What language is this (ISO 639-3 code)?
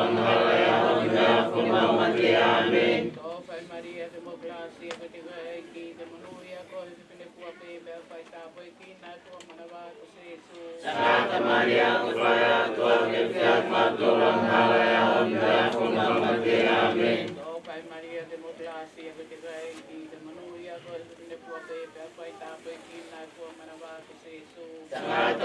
ton